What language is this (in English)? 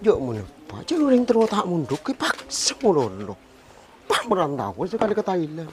Madurese